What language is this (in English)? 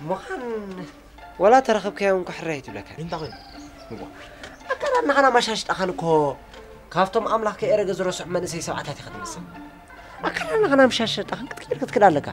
Tigrinya